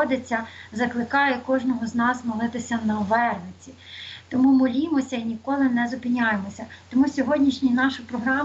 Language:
Ukrainian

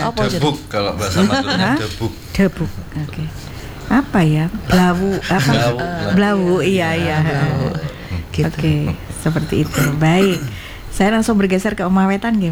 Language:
Indonesian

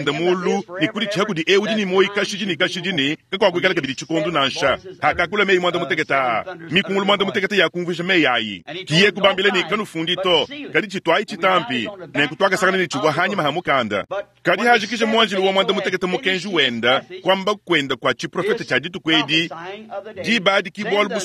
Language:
Luba-Lulua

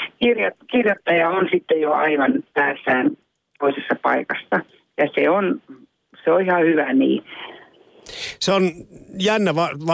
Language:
Finnish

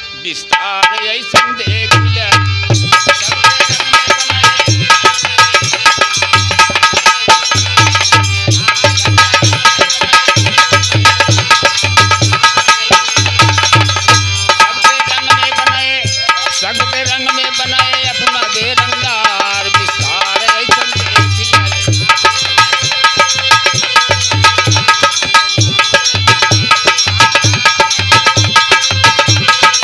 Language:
Bhojpuri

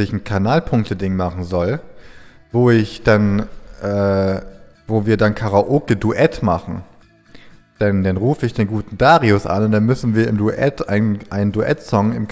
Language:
German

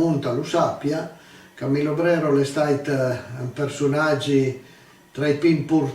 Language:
Piedmontese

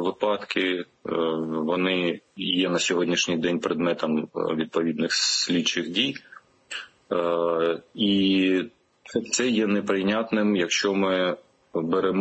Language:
Ukrainian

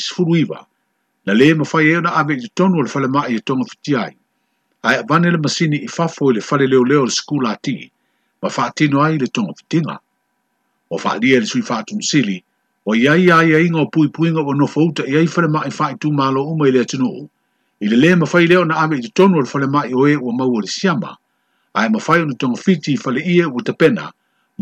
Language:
Samoan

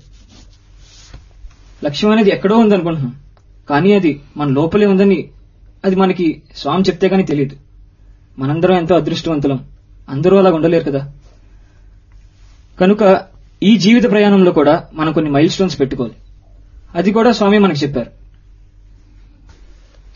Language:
Telugu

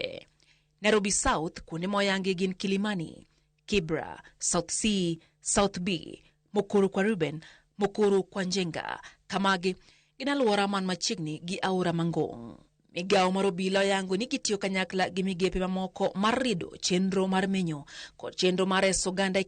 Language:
Luo (Kenya and Tanzania)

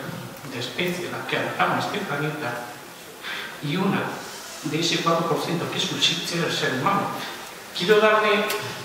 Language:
Spanish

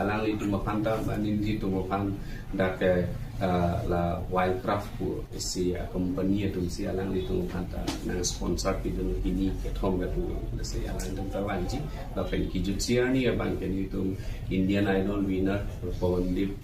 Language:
Karbi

